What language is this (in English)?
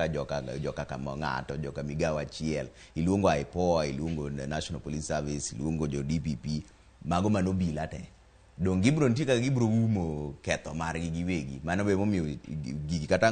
Luo (Kenya and Tanzania)